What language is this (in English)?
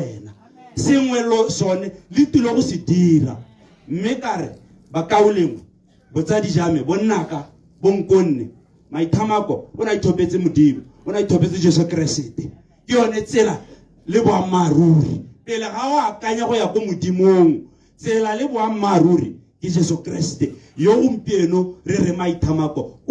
Tswana